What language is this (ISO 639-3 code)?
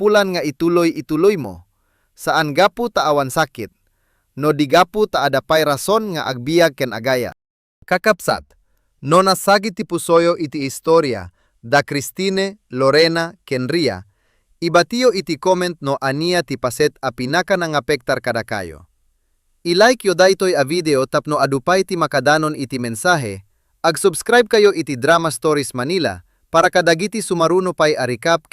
ilo